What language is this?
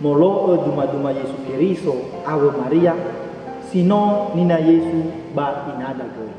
Nias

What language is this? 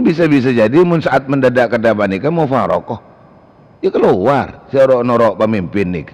Madurese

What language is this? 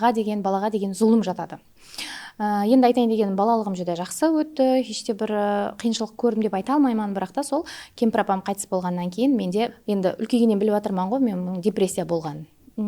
Kara-Kalpak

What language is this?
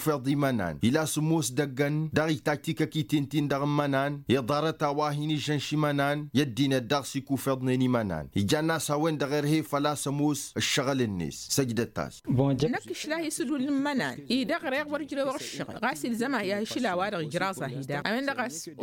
Tamasheq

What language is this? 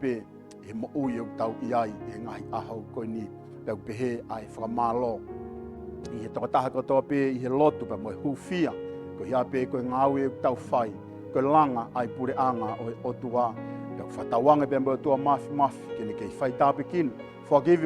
Tongan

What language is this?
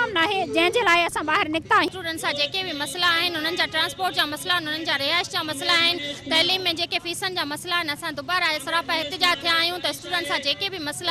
Sindhi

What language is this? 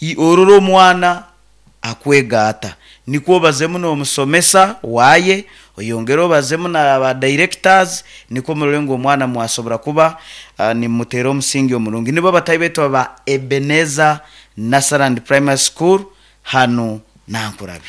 Nyoro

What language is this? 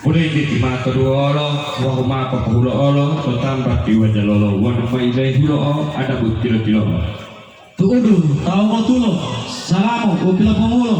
Gorontalo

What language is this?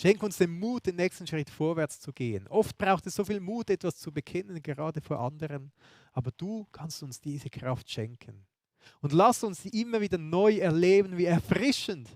Swiss German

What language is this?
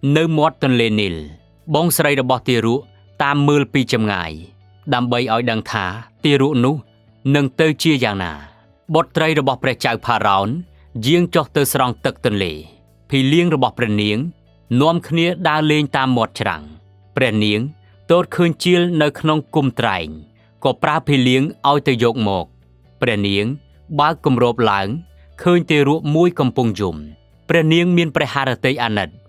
Khmer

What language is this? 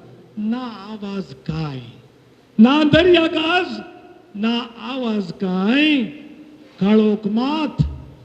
Konkani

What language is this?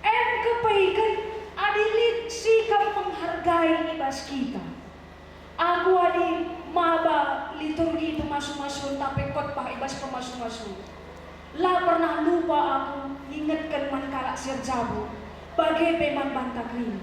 Batak Karo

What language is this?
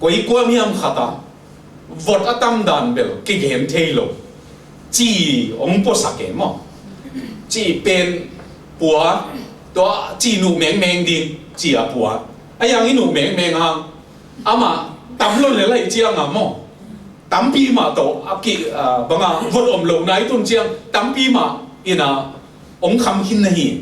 Tedim Chin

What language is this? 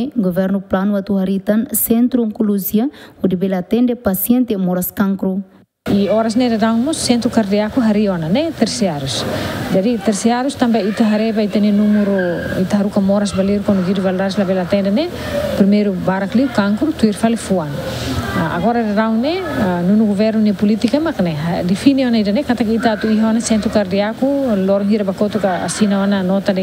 Tetum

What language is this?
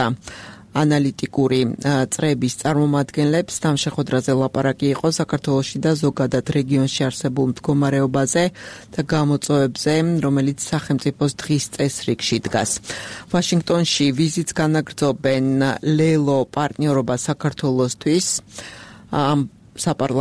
Georgian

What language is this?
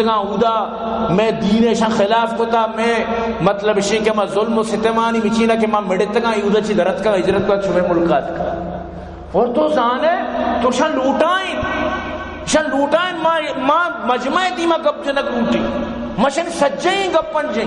Baluchi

